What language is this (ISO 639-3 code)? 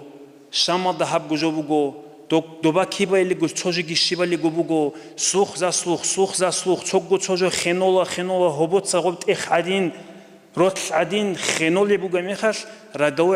ava